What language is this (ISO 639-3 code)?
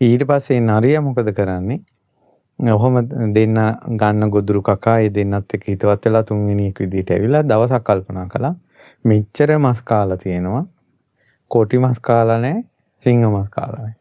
sin